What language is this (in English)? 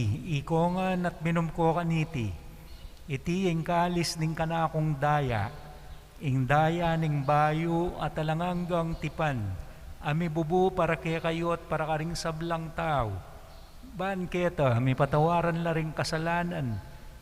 Pampanga